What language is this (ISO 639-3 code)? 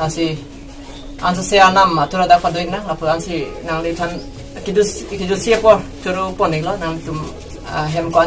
mjw